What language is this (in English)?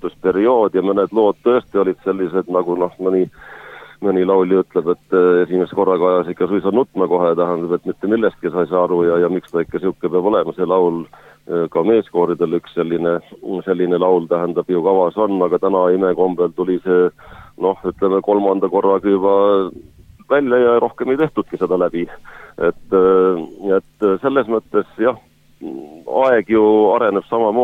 Estonian